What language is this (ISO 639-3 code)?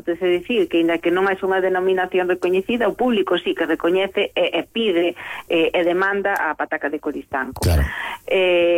glg